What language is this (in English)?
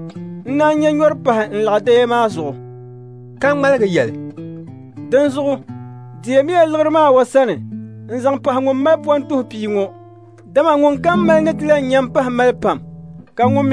Dagbani